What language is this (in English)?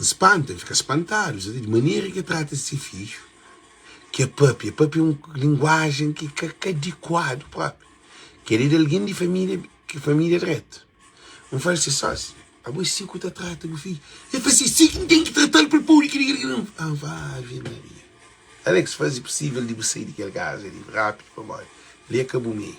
Kabuverdianu